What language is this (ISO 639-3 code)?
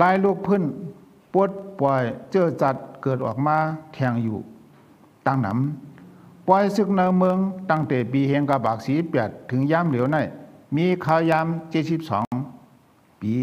shn